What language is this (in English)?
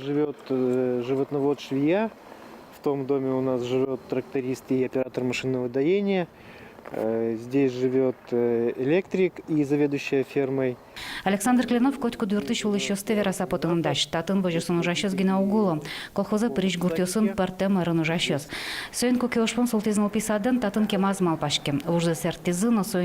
Udmurt